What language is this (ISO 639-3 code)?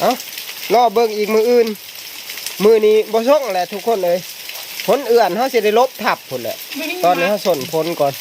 tts